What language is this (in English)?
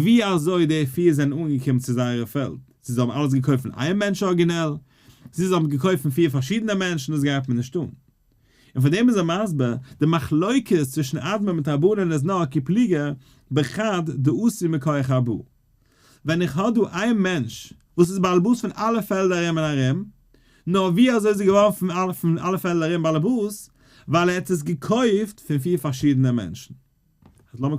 Yiddish